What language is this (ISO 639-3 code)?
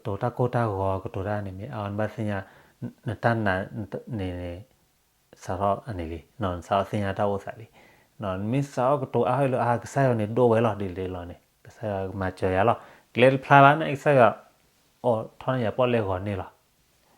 ksw